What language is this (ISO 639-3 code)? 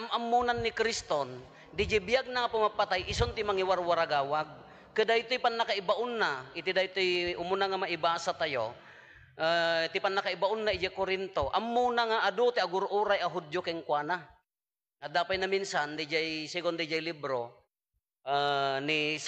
ilo